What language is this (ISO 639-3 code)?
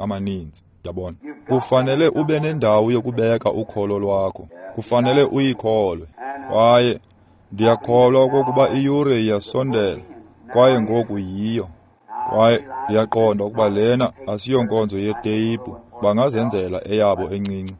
xho